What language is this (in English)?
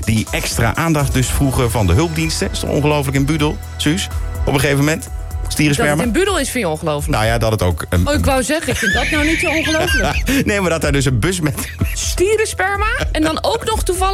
Dutch